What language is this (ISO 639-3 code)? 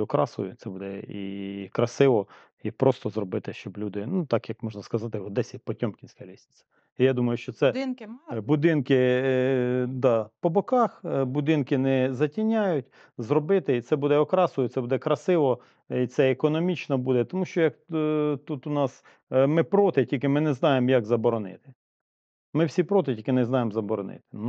ukr